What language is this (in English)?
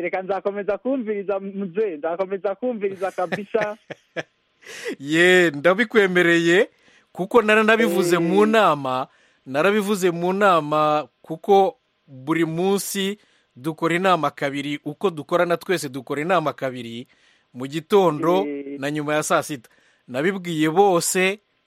Kinyarwanda